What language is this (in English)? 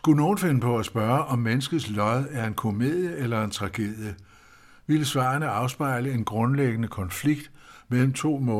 Danish